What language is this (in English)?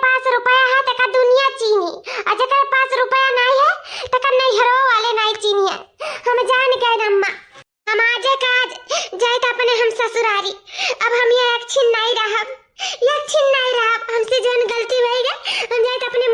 Awadhi